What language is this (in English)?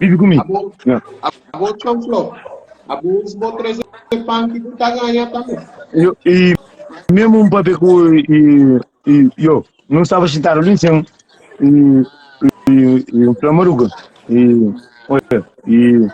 Kabuverdianu